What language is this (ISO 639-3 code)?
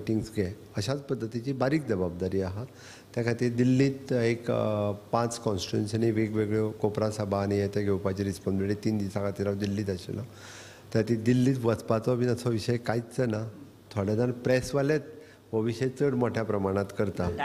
kok